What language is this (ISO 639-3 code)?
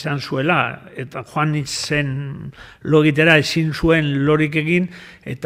eus